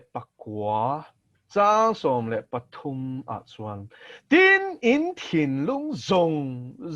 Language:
Mizo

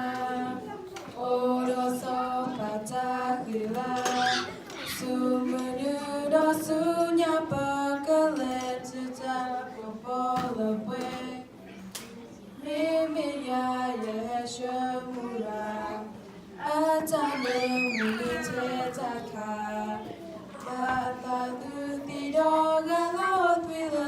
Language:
S'gaw Karen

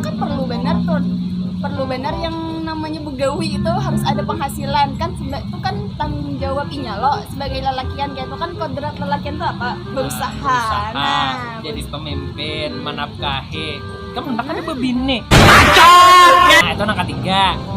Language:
Banjar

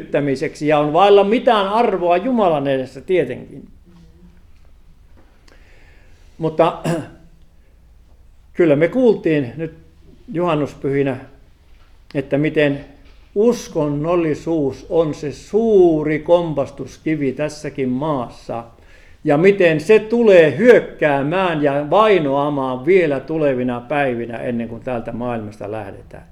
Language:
Finnish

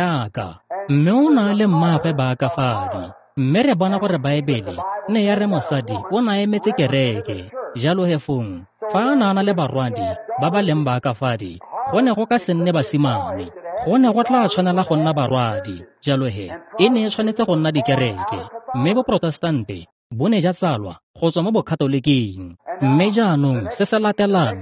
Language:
Tswana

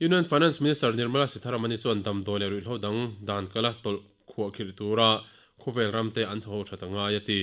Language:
Mizo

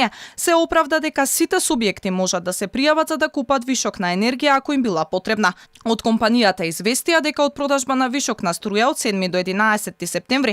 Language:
Macedonian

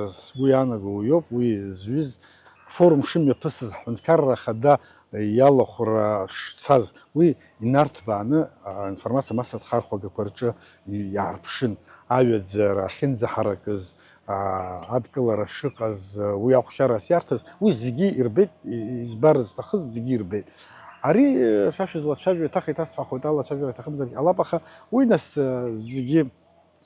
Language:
Abkhazian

